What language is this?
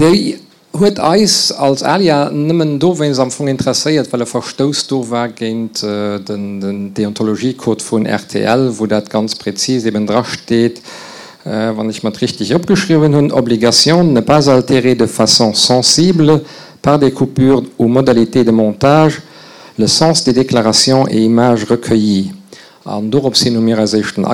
Luxembourgish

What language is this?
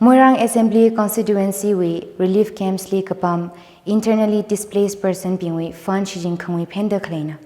Tangkhul Naga (India)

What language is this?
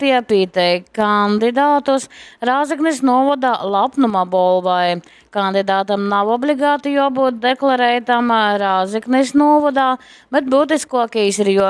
Latgalian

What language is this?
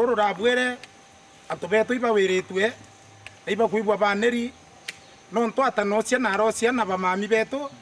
Meru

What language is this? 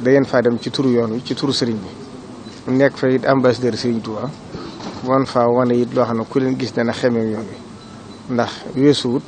Wolof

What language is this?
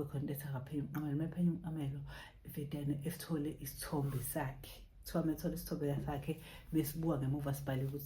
Zulu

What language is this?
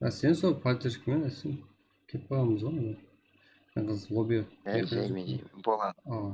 Kara-Kalpak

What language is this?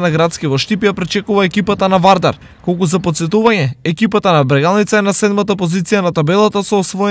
Macedonian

